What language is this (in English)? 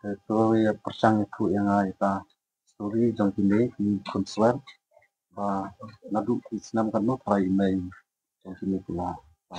Khasi